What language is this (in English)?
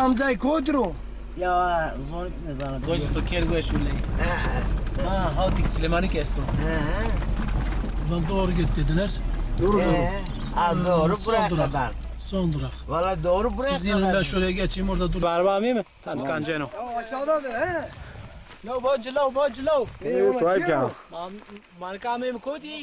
Zaza